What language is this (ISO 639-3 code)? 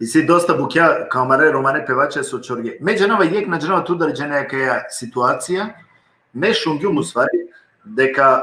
rmn